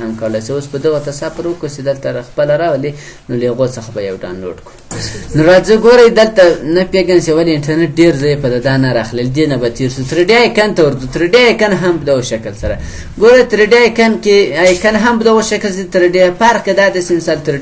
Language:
Pashto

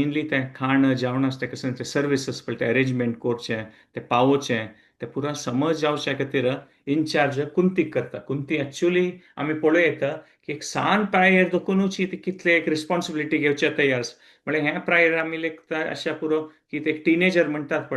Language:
Konkani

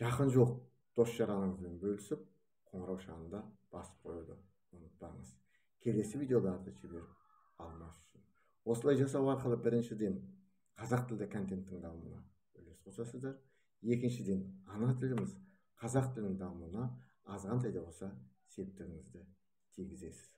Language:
Kazakh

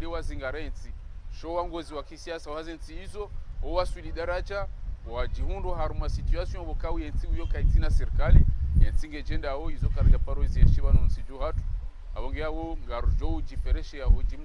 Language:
Ngazidja Comorian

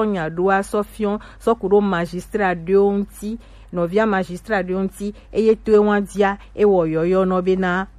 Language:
Gen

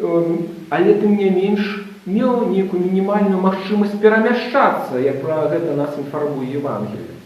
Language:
Belarusian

